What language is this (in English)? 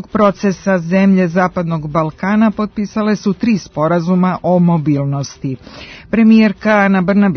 Serbian